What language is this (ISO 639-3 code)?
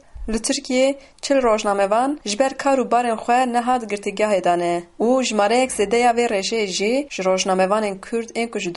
kur